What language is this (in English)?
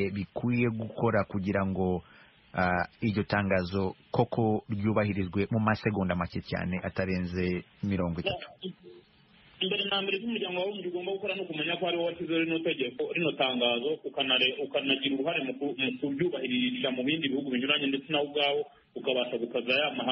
Kinyarwanda